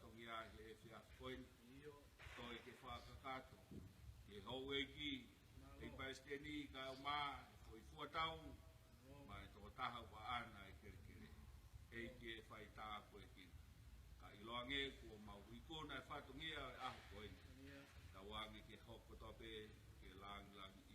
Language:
Tongan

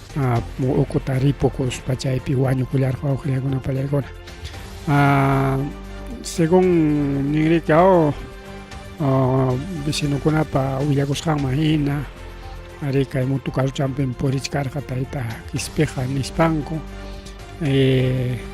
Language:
Ayacucho Quechua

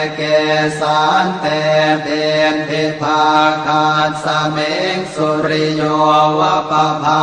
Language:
Pali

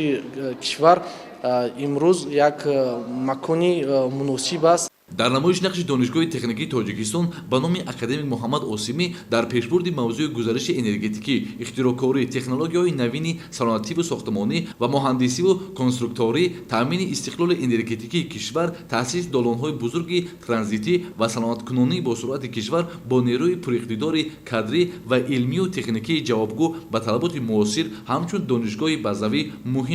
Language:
Tajik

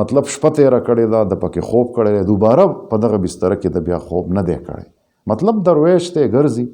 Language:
Pashto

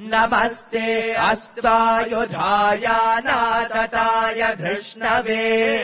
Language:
Sanskrit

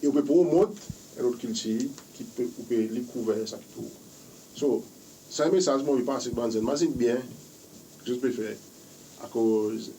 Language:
Seselwa Creole French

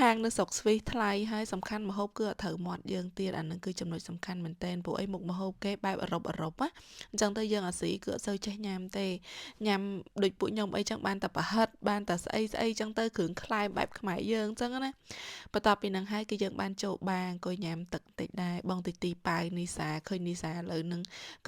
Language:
Khmer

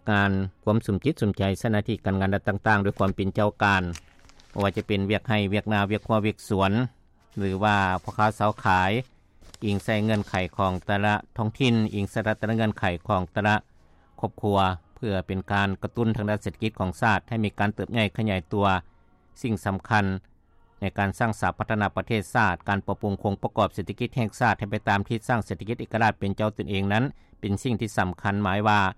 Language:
Lao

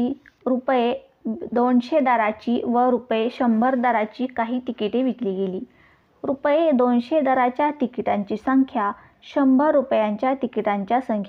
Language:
Marathi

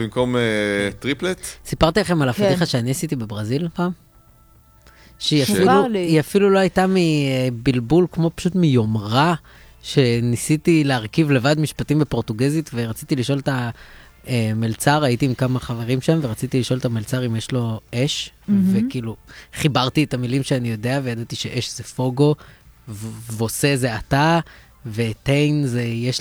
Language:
Hebrew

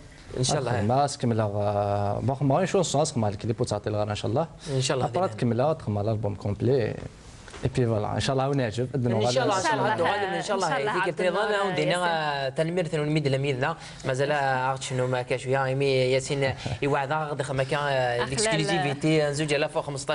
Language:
Kabyle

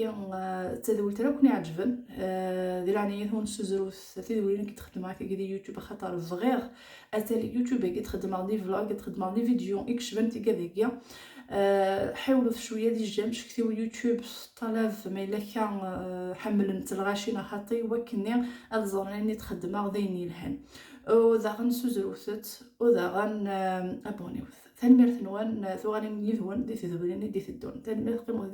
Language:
Kabyle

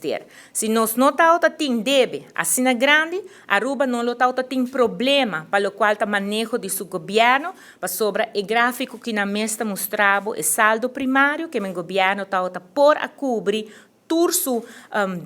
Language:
Papiamento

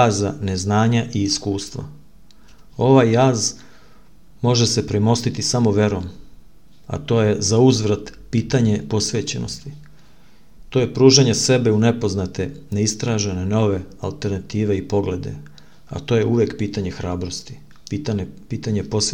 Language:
Serbian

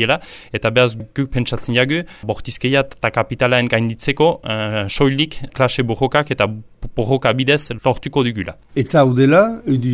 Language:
Basque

